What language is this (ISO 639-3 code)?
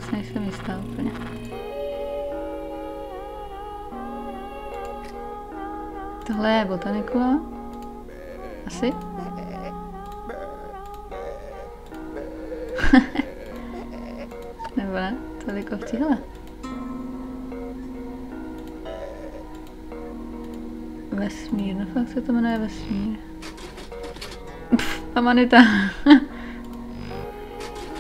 ces